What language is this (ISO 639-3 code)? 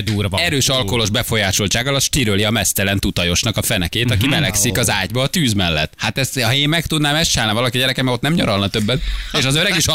hun